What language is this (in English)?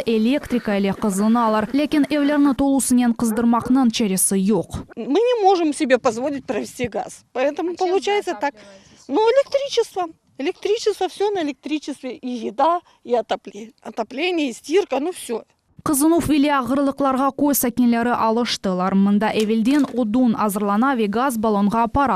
Crimean Tatar